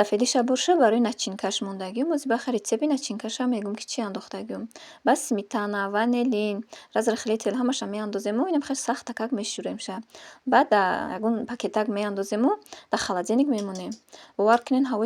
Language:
Tajik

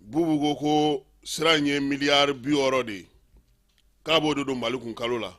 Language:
Bambara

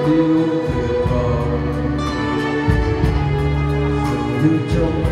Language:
Vietnamese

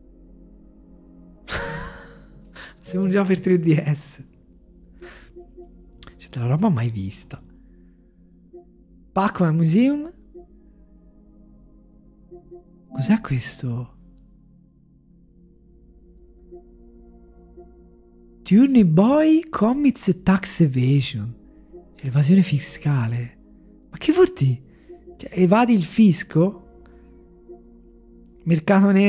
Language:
Italian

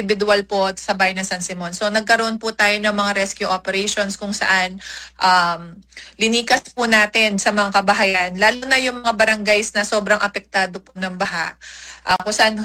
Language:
Filipino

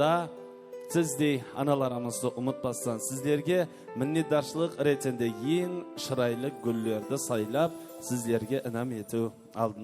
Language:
Kara-Kalpak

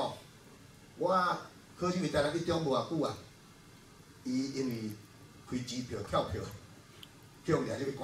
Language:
Min Nan Chinese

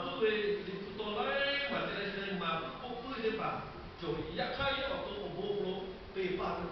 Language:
Lahu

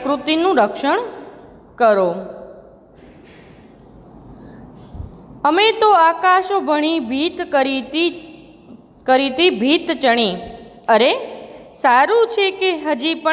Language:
Gujarati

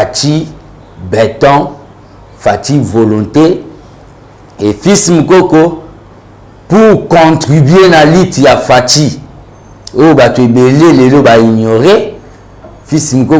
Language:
Lingala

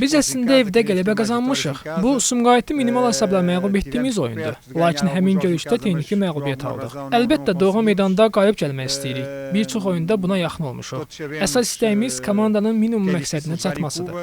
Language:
Azerbaijani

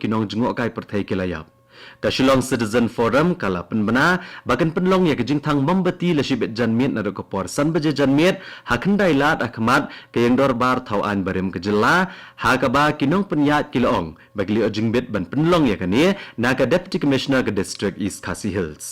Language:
Khasi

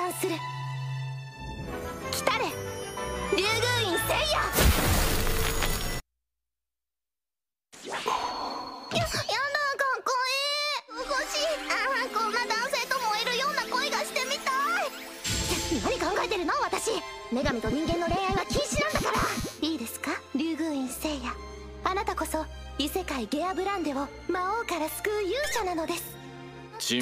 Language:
Japanese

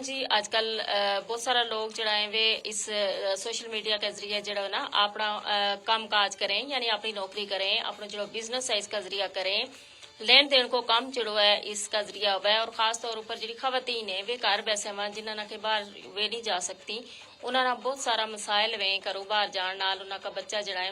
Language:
Gujari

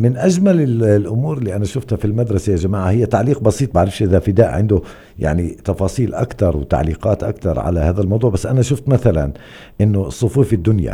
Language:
North Levantine Arabic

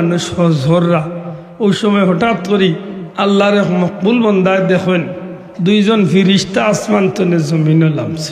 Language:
Sylheti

